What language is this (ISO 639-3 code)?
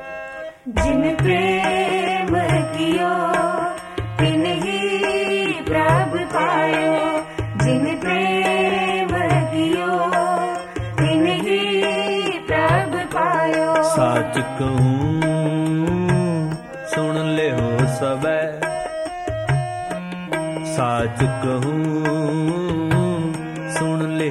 pan